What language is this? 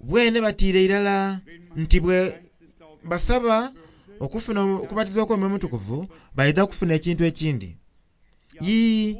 Soga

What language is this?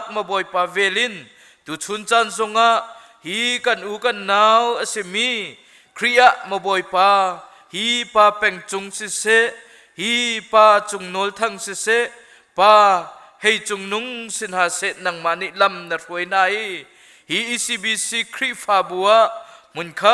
Hakha Chin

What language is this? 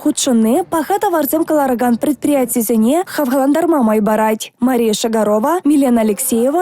Chuvash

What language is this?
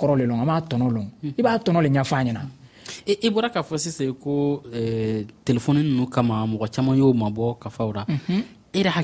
Dyula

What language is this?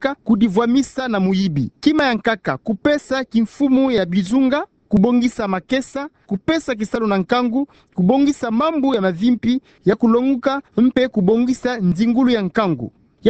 Kituba (Democratic Republic of Congo)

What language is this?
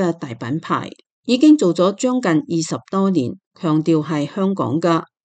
Cantonese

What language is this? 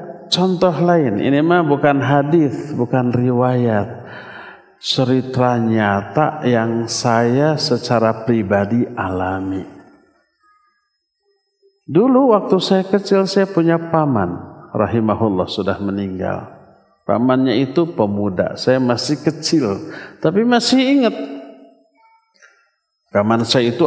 Indonesian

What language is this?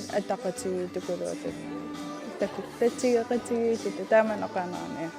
Kalaallisut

